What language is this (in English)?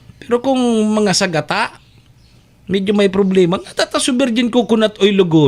Bikol